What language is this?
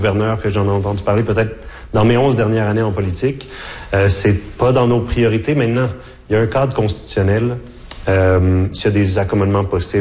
French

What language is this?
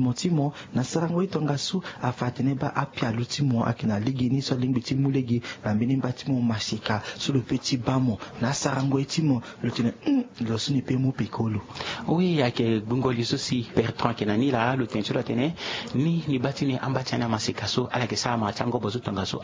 Sango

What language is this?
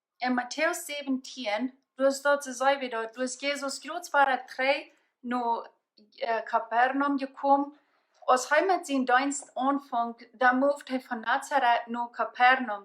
Plautdietsch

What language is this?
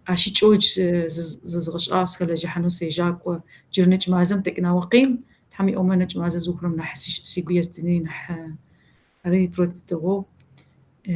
Kabardian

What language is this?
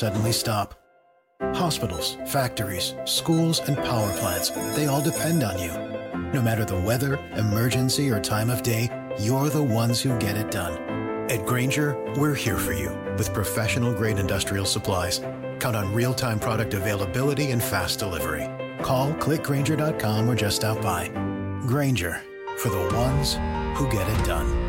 English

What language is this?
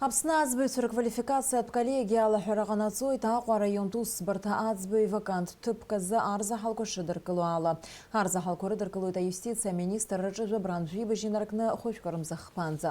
Abkhazian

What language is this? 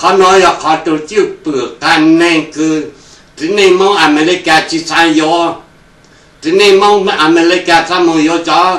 Hmong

